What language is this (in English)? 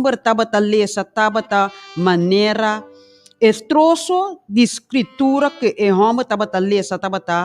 Papiamento